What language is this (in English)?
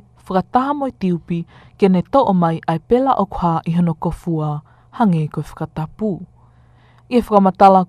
Tongan